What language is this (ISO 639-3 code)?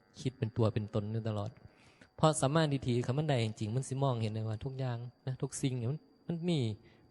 tts